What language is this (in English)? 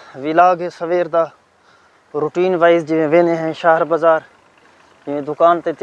Saraiki